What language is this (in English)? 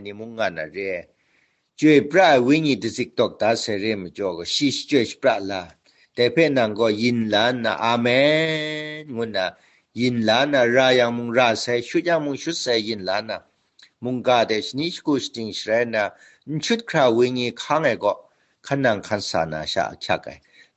Kachin